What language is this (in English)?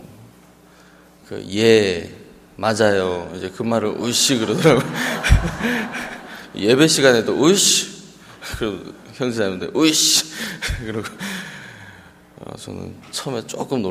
Korean